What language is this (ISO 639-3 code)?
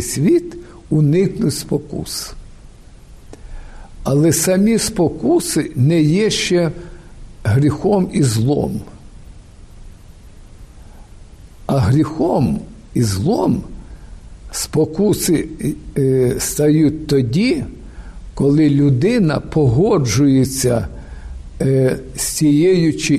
ukr